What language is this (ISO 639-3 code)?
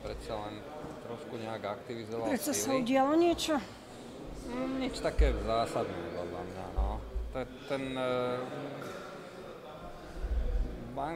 slk